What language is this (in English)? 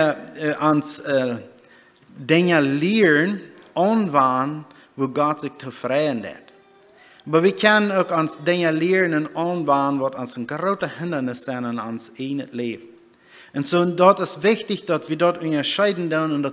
Plautdietsch